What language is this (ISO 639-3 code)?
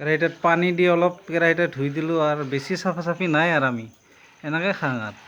asm